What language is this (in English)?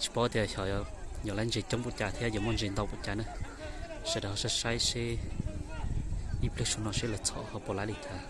Hmong